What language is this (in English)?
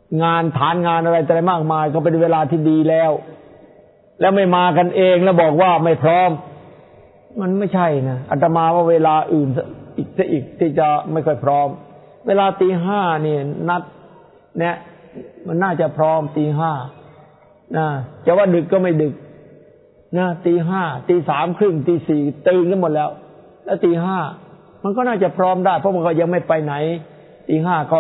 Thai